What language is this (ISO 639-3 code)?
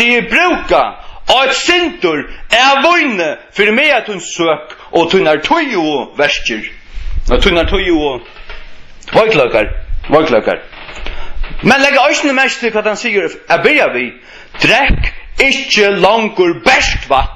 fao